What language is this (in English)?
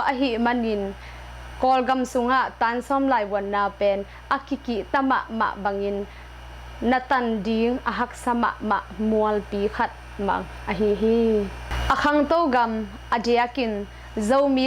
Tedim Chin